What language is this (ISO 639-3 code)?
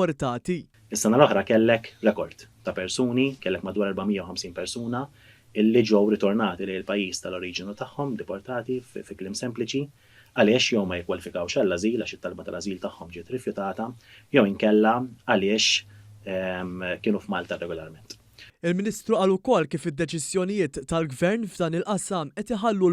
mlt